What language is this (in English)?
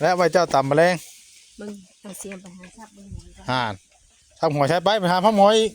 Northeastern Thai